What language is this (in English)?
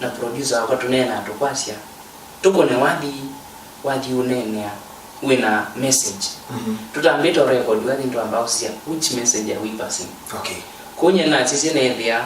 Kamba